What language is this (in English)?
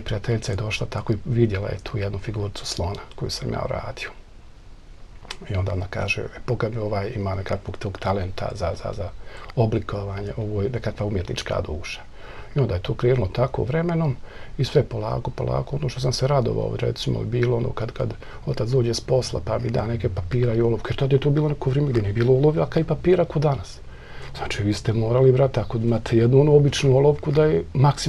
Bosnian